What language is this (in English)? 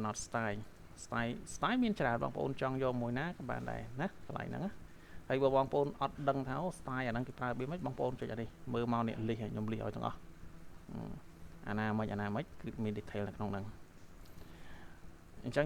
Khmer